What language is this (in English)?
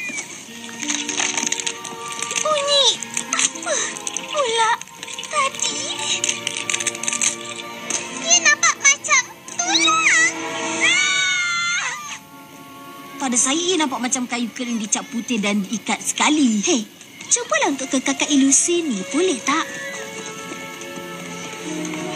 Malay